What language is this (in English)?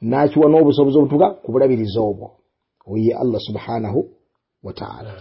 Ganda